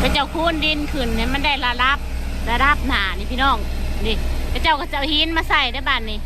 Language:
Lao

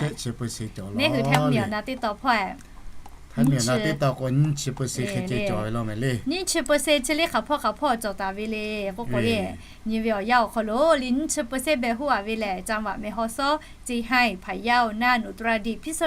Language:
Lahu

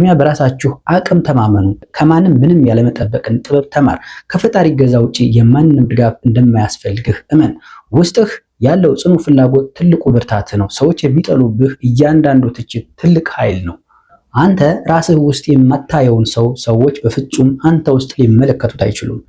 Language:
Amharic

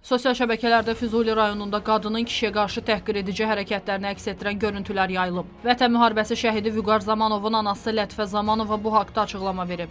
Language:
Azerbaijani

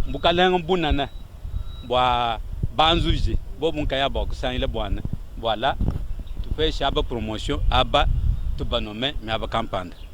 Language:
Luba-Lulua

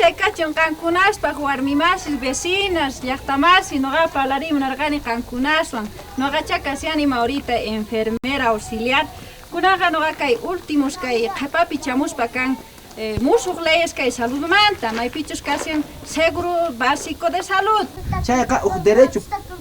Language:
South Bolivian Quechua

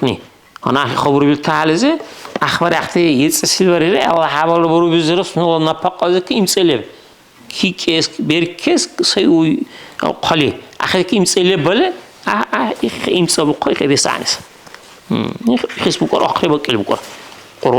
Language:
Dargwa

